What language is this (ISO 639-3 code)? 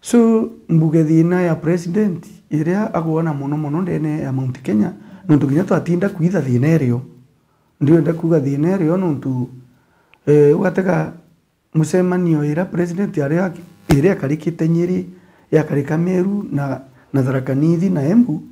mer